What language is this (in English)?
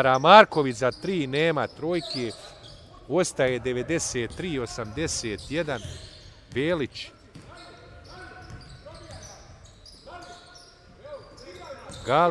Bosnian